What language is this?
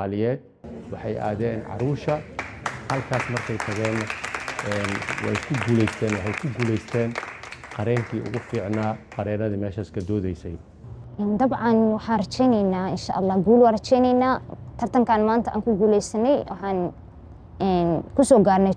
Somali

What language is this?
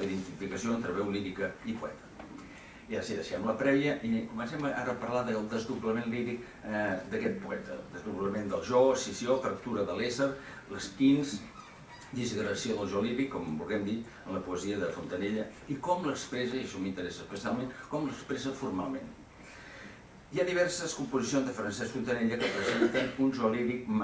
Catalan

